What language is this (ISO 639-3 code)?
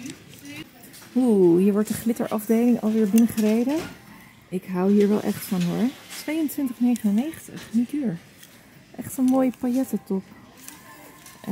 nld